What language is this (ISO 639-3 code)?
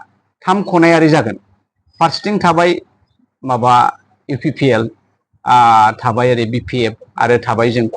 brx